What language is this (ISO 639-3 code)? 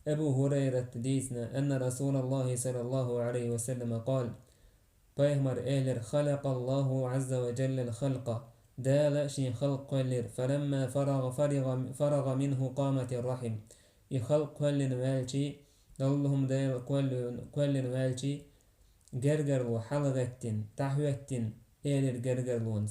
che